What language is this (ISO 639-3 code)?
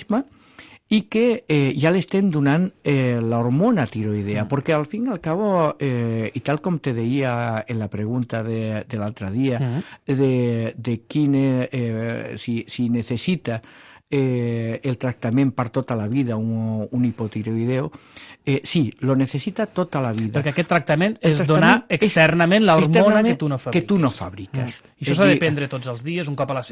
cat